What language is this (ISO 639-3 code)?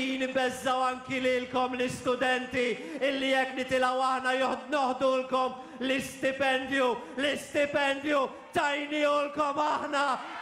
mlt